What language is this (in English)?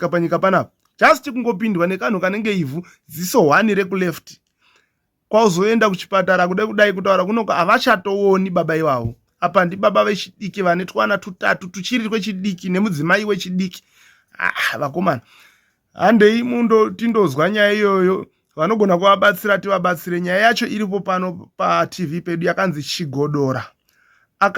Shona